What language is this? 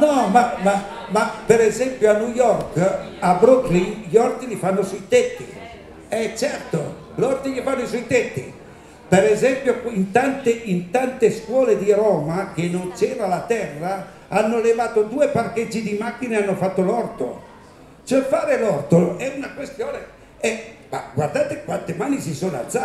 Italian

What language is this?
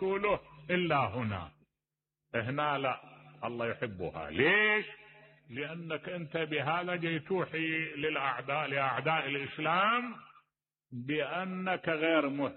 Mesopotamian Arabic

